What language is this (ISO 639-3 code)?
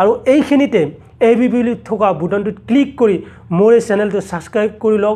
asm